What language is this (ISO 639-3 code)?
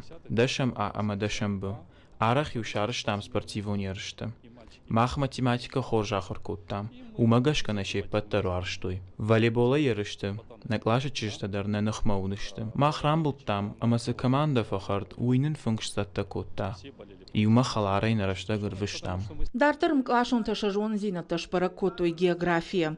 oss